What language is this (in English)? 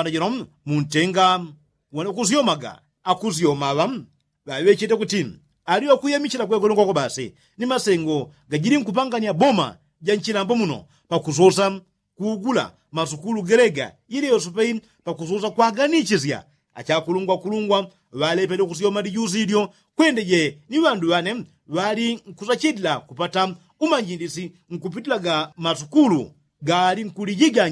Yao